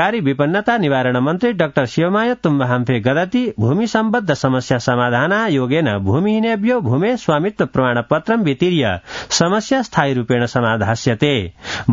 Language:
Sanskrit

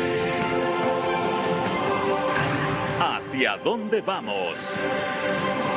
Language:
Spanish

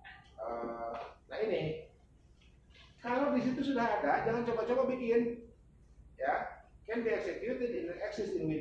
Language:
Indonesian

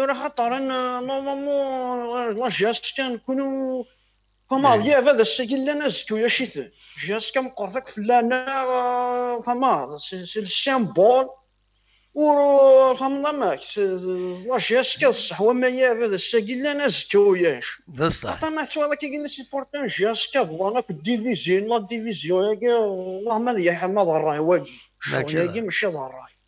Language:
Kabyle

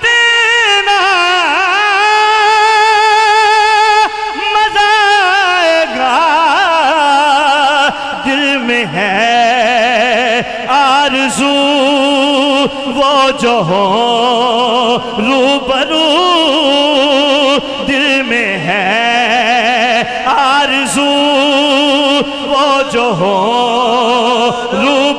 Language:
Urdu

